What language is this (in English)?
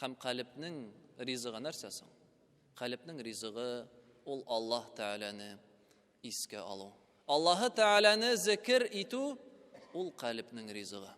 Tatar